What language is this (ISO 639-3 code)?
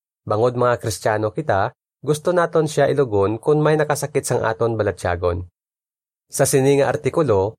hil